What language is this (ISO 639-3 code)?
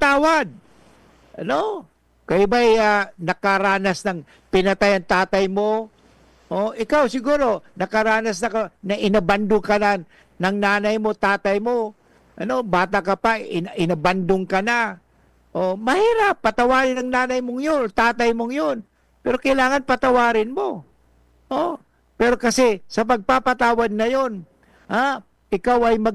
bik